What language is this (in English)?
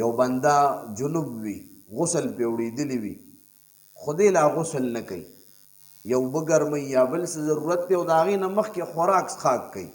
Pashto